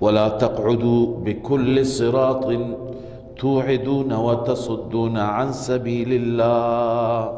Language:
Persian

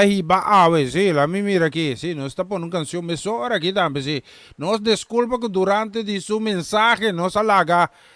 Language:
Papiamento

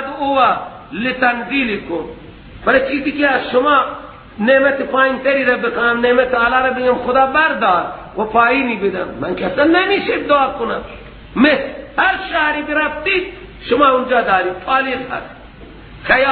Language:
Persian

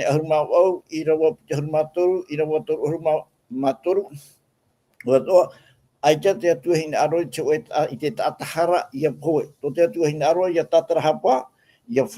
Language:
Tahitian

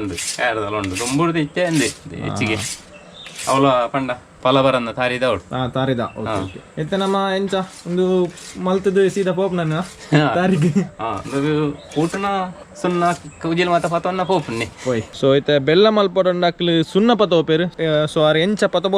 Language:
Tulu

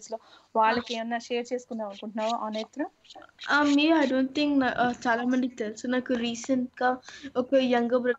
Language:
Telugu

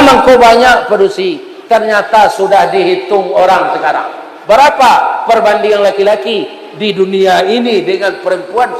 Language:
Minangkabau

